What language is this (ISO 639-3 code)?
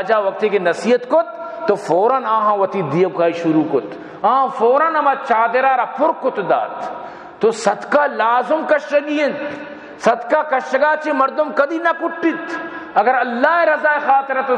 bal